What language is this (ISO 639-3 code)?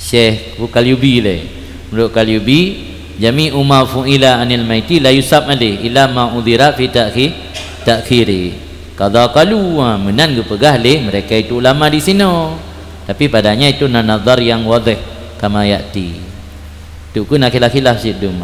ace